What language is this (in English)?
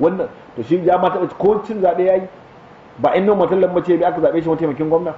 Hausa